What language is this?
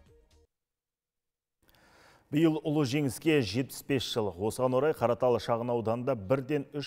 Kazakh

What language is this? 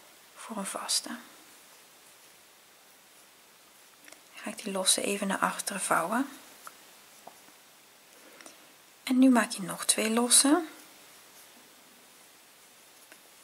Dutch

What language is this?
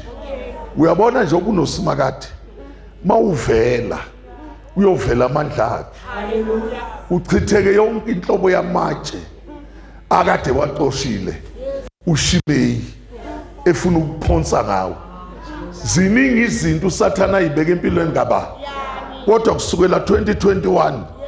Zulu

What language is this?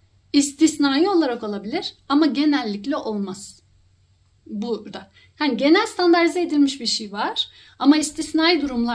Turkish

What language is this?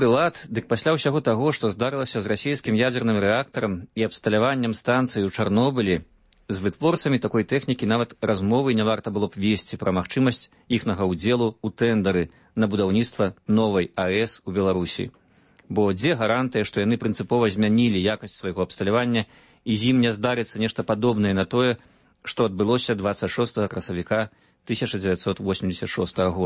Belarusian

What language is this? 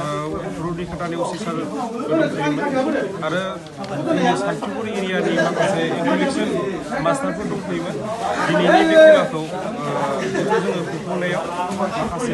Bodo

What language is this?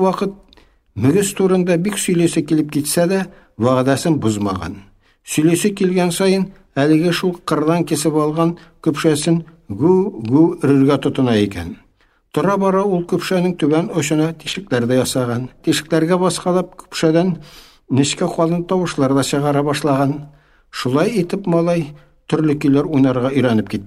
Tatar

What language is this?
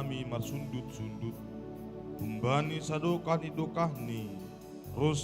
Batak Simalungun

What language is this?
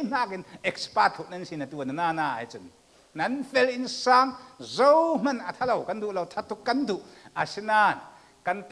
Falam Chin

